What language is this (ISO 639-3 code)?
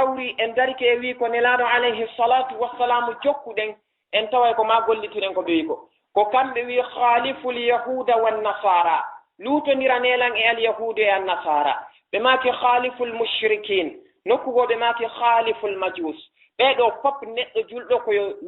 ful